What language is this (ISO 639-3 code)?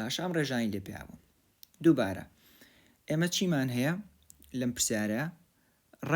ckb